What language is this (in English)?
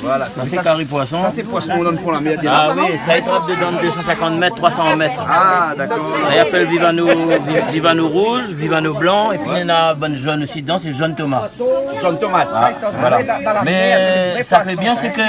Réunion Creole French